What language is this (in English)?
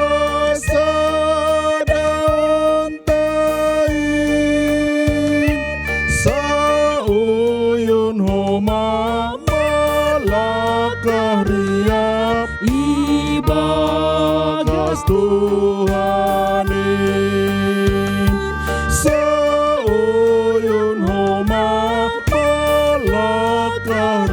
Batak Simalungun